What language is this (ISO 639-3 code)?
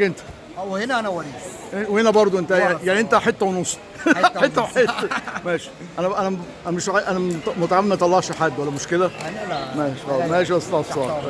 arz